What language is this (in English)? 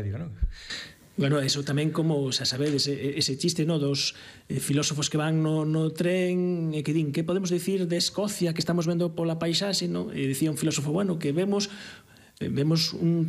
Galician